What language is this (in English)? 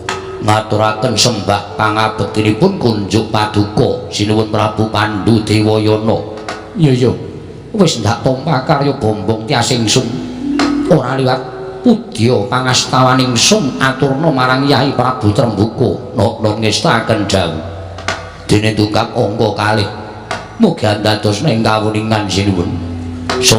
Javanese